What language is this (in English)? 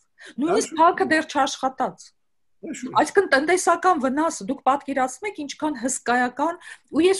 Armenian